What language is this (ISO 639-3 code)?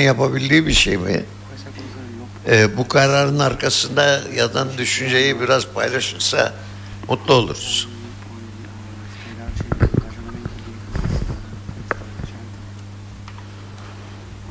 tur